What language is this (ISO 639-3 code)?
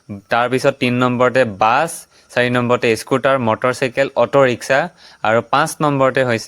asm